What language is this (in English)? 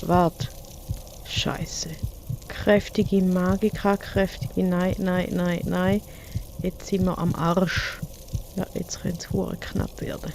Swiss German